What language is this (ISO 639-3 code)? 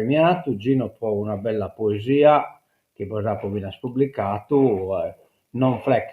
srd